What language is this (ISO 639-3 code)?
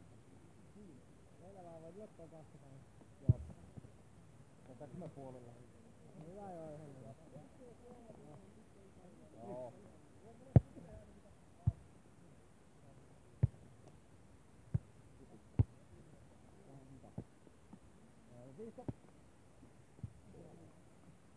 fin